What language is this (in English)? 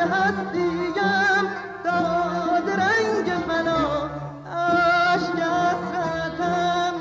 Persian